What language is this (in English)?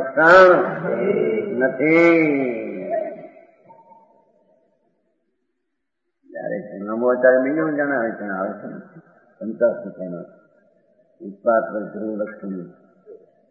Gujarati